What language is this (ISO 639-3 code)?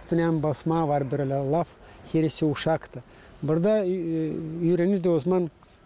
gag